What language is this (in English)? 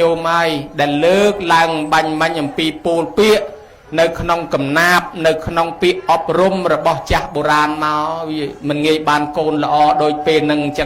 Khmer